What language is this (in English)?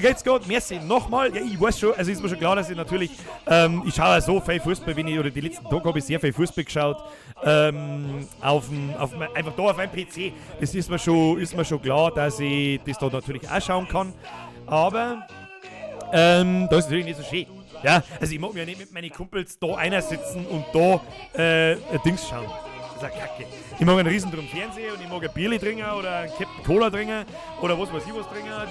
Bavarian